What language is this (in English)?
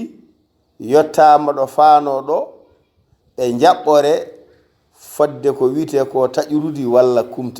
Fula